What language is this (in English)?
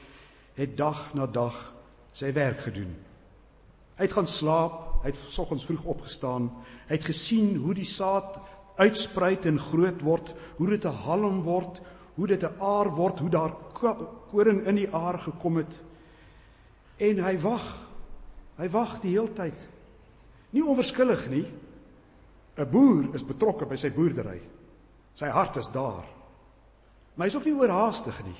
Afrikaans